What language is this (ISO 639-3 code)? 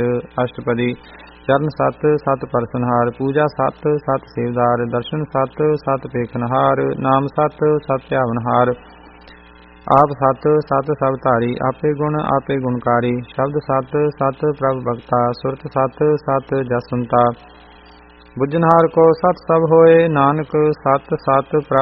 pan